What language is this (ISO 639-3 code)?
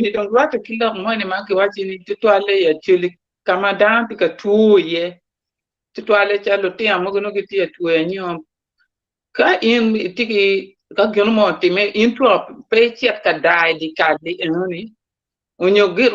ach